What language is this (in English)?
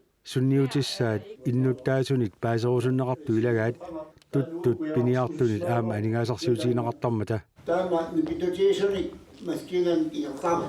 Kalaallisut